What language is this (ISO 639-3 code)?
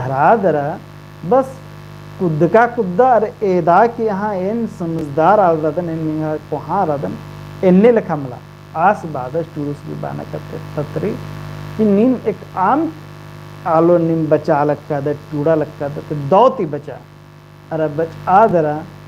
kru